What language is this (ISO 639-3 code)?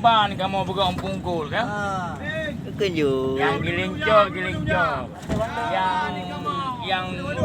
ace